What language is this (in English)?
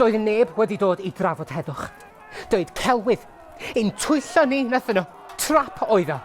Welsh